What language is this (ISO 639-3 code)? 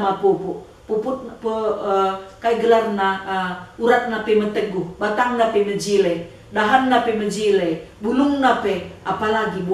btx